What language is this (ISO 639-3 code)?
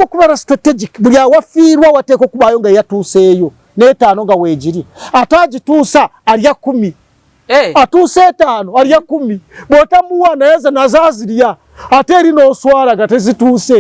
lug